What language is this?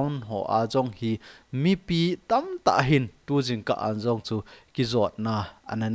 Thado Chin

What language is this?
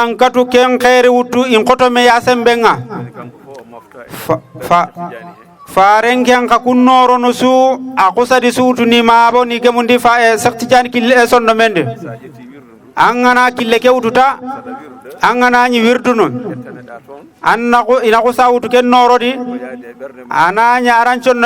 Fula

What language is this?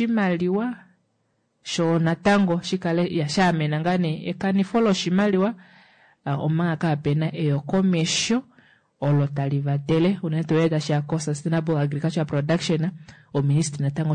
Kuanyama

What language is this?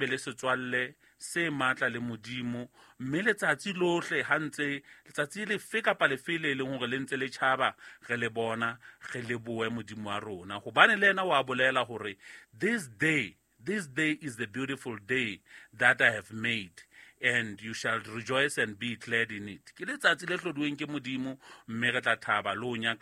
Southern Sotho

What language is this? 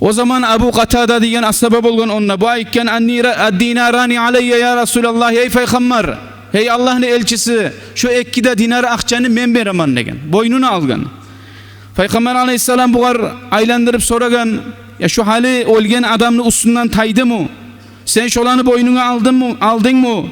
Kumyk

